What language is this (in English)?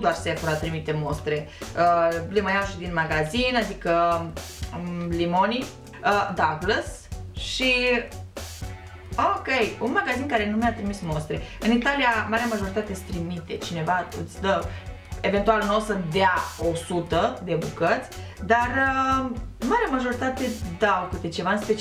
Romanian